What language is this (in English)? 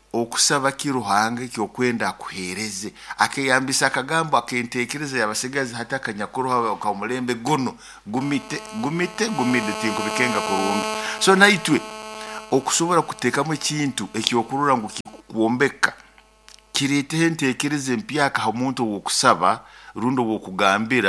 Nyoro